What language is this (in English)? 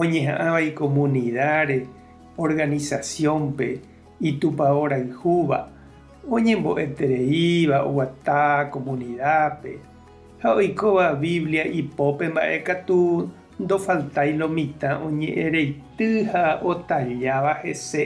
Guarani